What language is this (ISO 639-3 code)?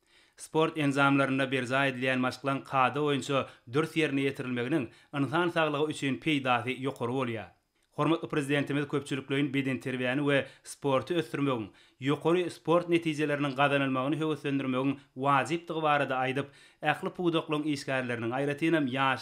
tuk